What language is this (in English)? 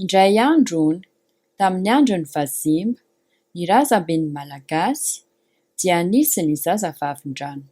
Malagasy